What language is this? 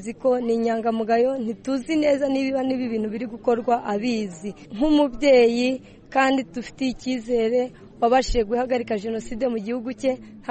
Kinyarwanda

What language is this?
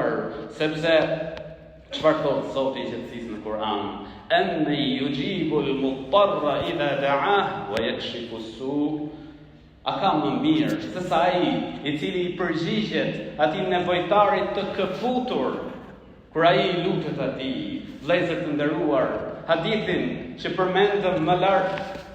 Albanian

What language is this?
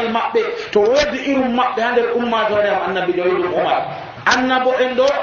Nigerian Fulfulde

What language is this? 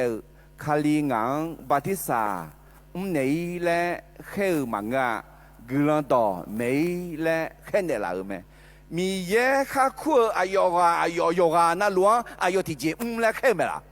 Akha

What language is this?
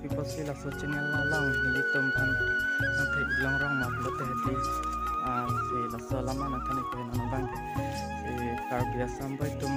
Karbi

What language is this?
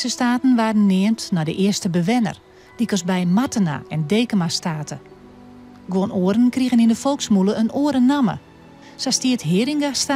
Western Frisian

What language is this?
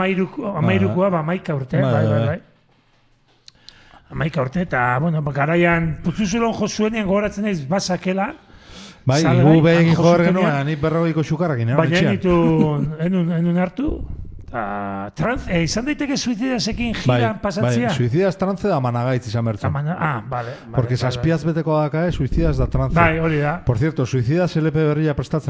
Basque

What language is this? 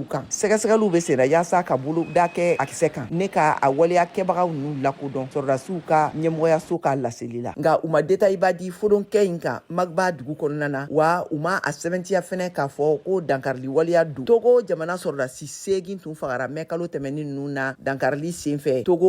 Bambara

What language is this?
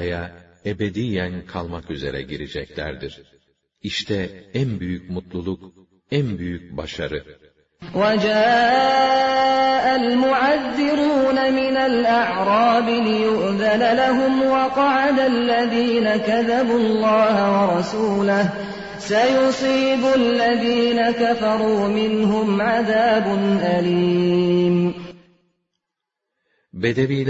Turkish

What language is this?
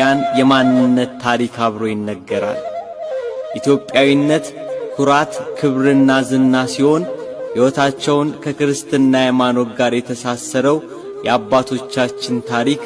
Amharic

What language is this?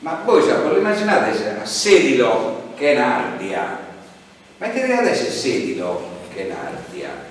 Sardinian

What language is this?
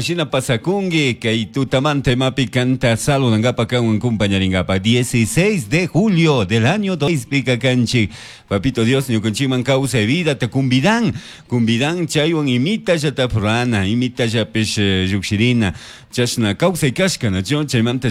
Chimborazo Highland Quichua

